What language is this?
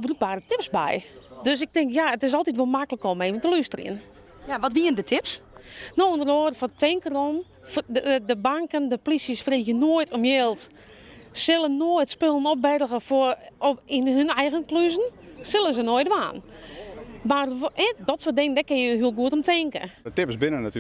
Western Frisian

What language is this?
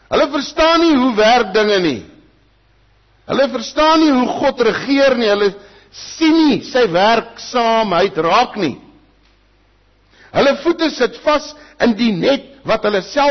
Afrikaans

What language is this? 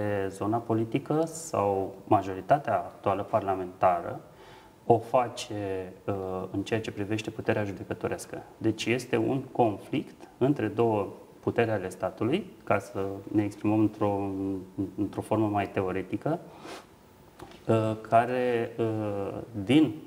Romanian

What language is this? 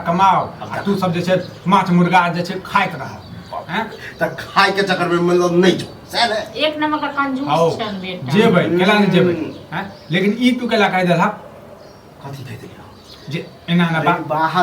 Maithili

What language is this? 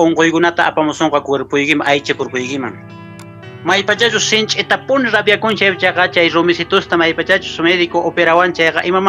Quechua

